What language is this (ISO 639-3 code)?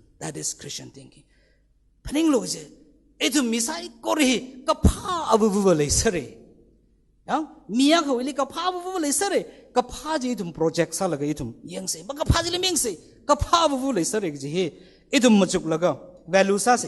nmf